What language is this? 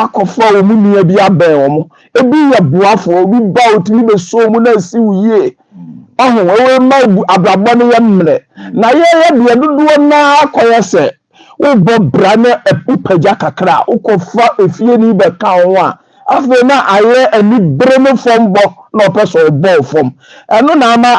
Akan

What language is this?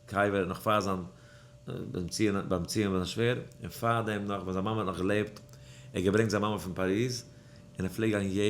Yiddish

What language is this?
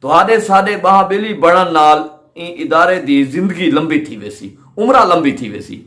Saraiki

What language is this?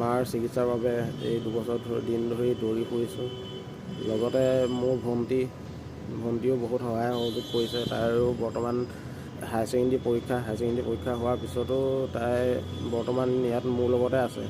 Assamese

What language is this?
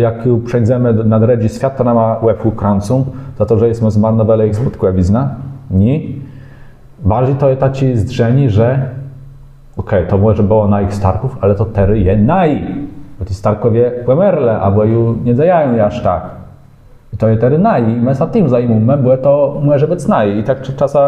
Kashubian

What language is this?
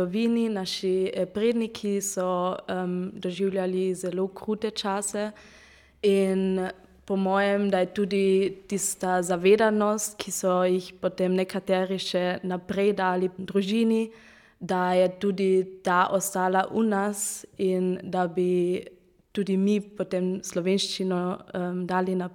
Slovenian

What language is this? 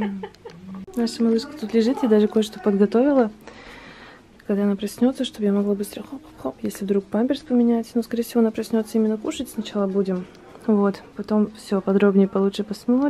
Russian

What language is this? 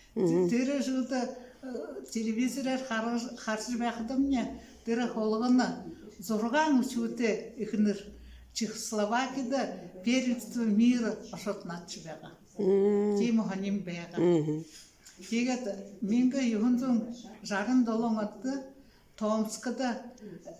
Buriat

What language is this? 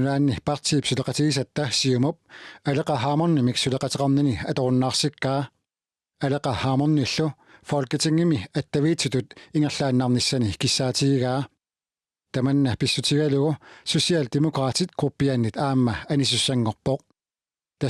Kalaallisut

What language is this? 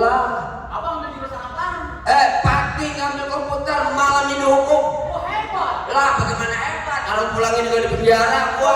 Betawi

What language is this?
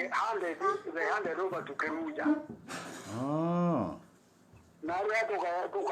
Meru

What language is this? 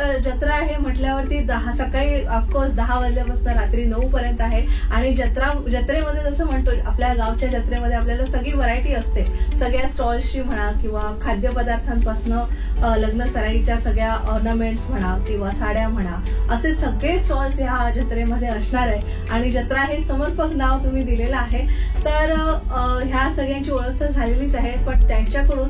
Marathi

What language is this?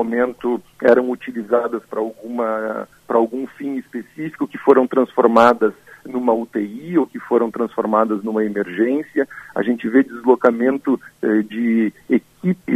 Portuguese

